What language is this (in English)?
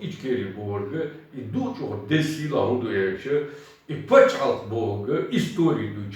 Chechen